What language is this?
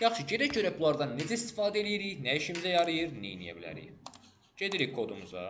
Azerbaijani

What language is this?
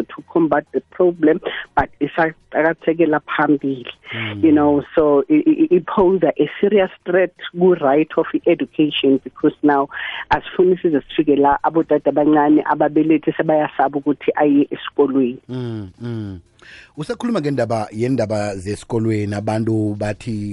South Ndebele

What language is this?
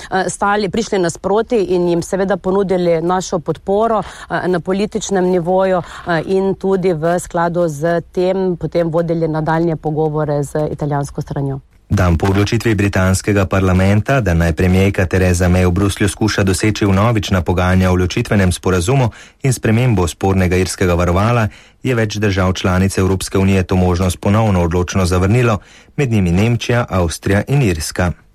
Slovenian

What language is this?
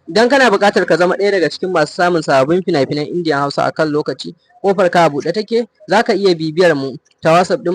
Hausa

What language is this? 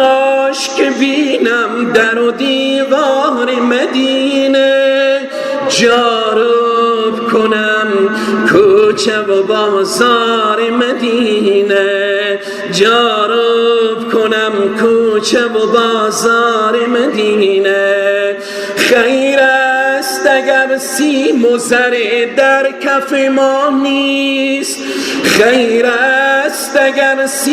Persian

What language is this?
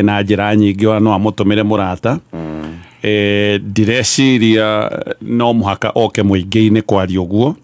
Kikuyu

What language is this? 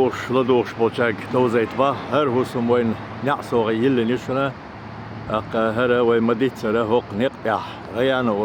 Chechen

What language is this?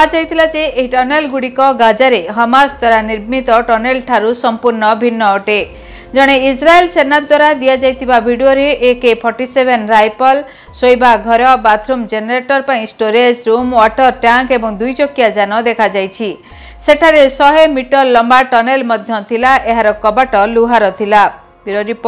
Odia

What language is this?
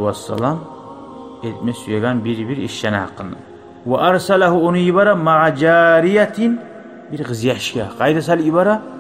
Kumyk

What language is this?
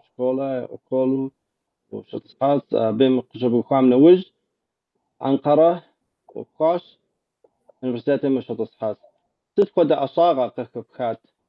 Kabardian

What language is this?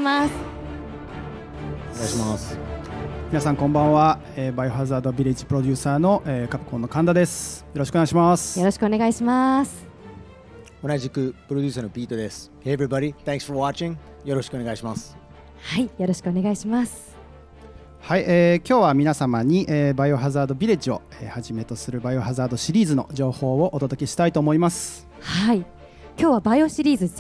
Japanese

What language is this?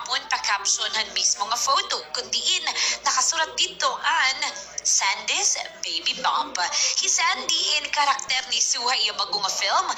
Waray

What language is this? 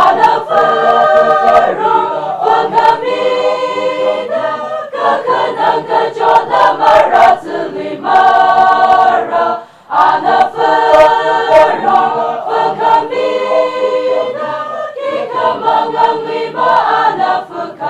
Tangkhul Naga (India)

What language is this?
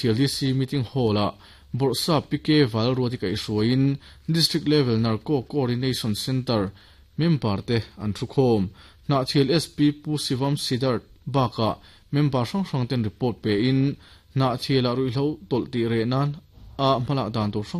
Mizo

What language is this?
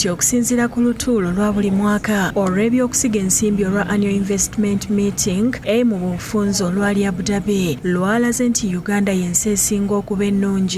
Ganda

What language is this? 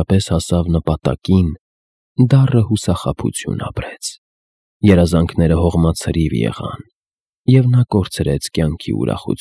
Armenian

